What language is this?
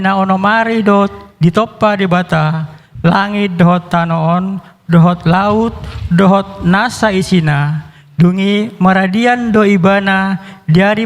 Batak Toba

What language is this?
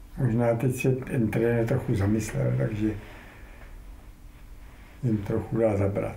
Czech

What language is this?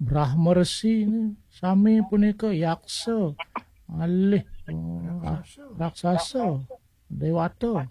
Balinese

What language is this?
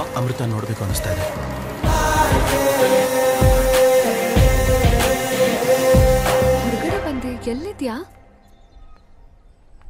Kannada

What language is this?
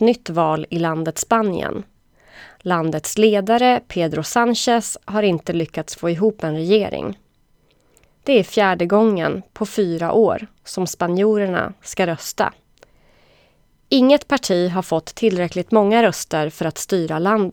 Swedish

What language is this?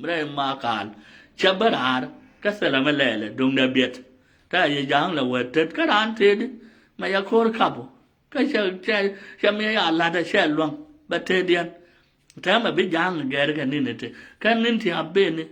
Nuer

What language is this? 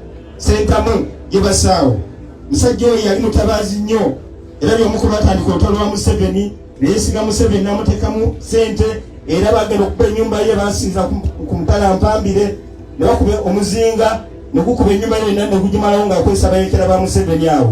Ganda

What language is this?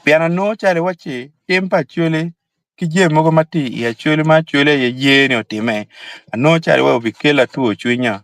Acoli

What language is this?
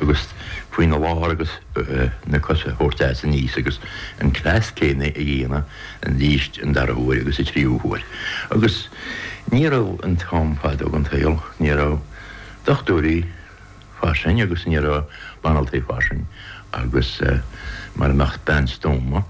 Irish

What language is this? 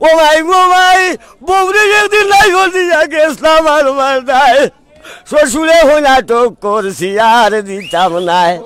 Sylheti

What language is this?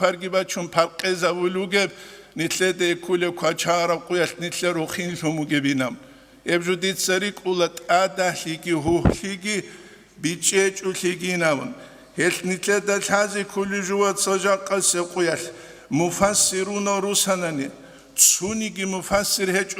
Avaric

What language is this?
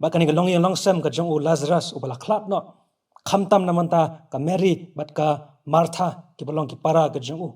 Khasi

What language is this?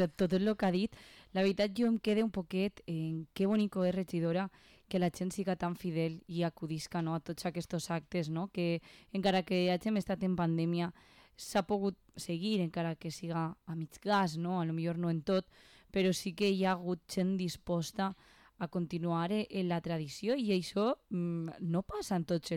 Catalan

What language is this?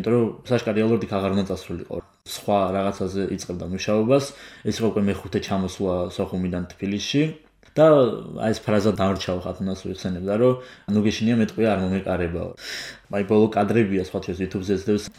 Georgian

